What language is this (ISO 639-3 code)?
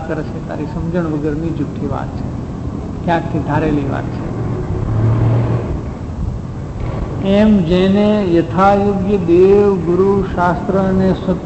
guj